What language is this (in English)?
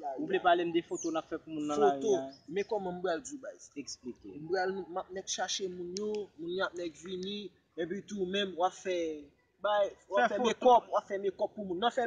Haitian Creole